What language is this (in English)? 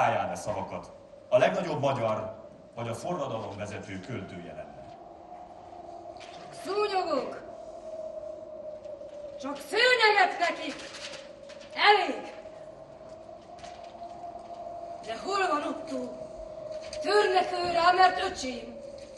Hungarian